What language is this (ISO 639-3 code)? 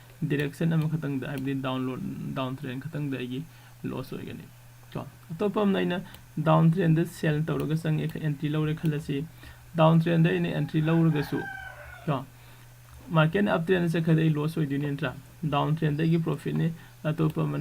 mni